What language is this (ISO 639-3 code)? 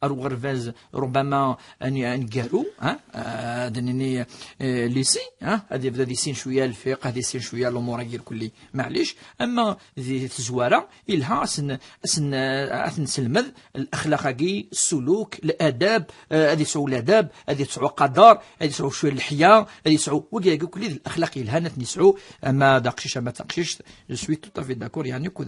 kab